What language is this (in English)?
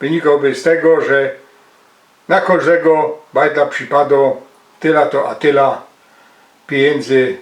Silesian